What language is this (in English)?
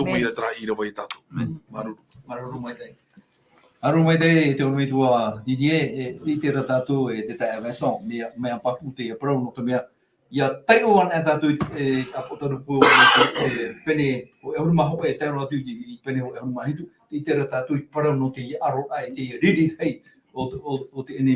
Tahitian